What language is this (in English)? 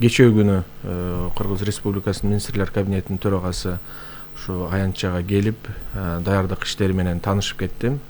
Kyrgyz